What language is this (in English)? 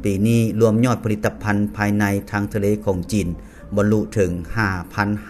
Lao